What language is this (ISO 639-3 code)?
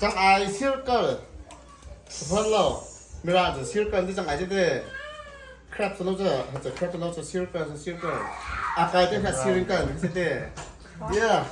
cnh